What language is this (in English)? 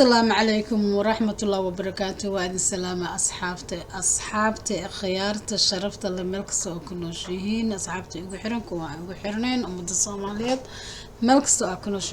Somali